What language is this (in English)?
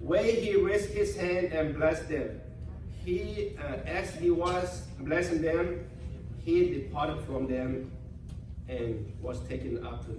Lahu